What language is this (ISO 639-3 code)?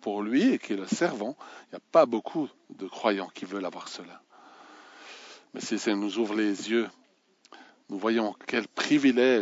fra